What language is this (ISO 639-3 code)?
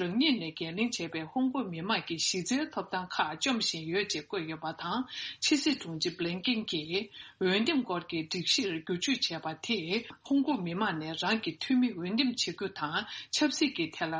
bod